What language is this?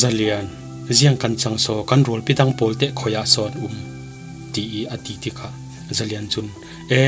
Falam Chin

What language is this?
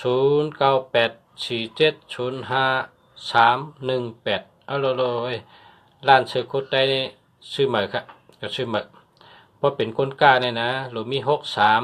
Shan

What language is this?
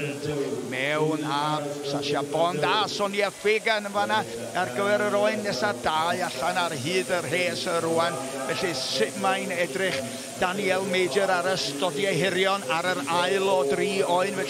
Welsh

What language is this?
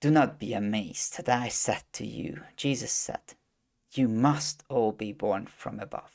English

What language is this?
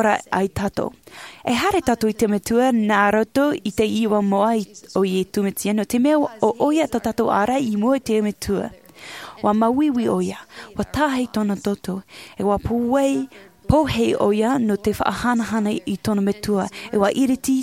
Tahitian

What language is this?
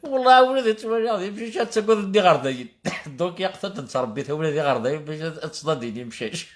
Kabyle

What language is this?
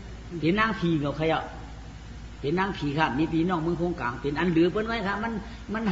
Shan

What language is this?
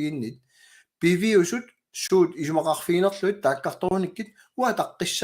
Kalaallisut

